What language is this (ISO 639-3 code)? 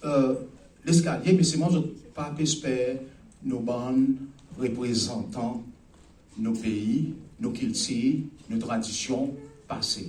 crs